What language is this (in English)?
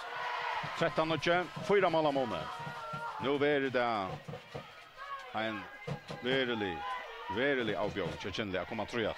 Faroese